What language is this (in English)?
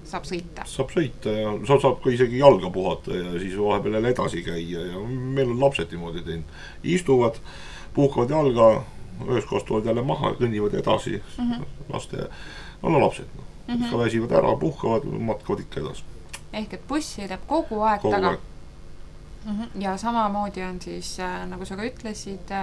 Estonian